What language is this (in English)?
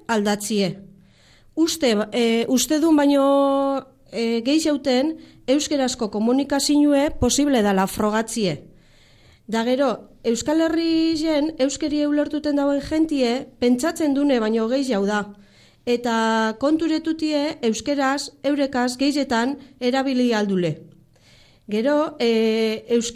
Basque